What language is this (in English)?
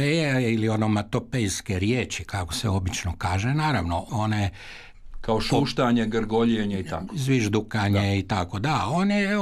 Croatian